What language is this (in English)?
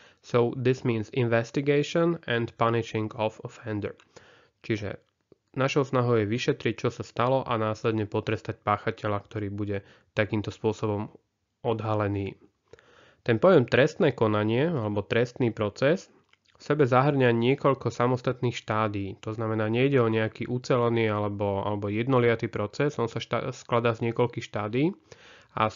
Slovak